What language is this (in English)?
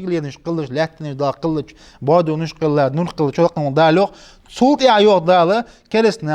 Ingush